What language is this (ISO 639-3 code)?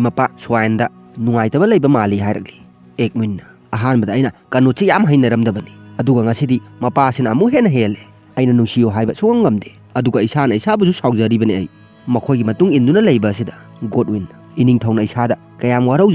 mni